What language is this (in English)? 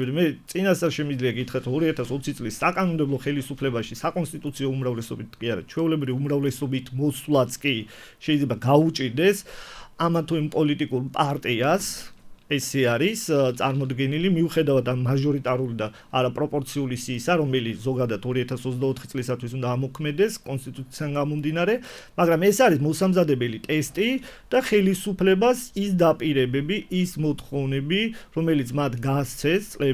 Georgian